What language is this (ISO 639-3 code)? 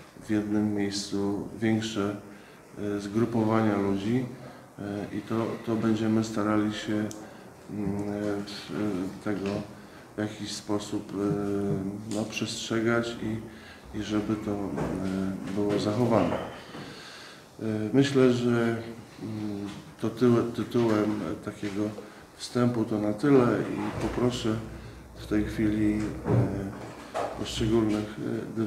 pol